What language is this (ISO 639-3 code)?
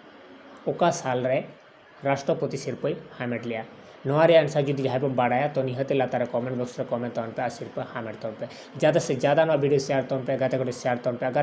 sat